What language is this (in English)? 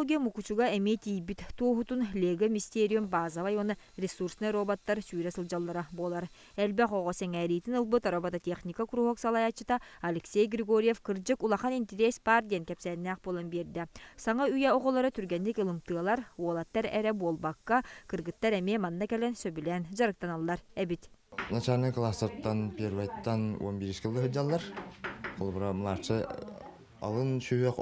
Yakut